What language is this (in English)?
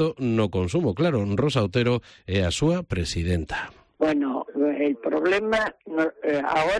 Galician